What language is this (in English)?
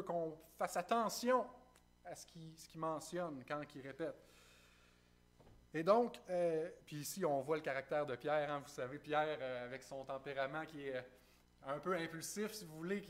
French